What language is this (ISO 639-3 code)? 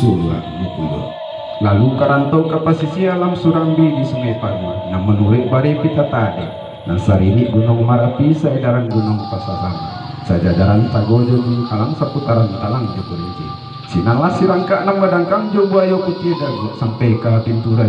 min